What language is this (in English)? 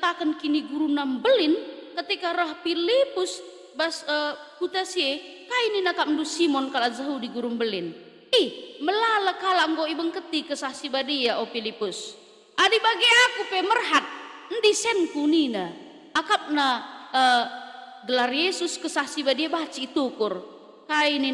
Batak Karo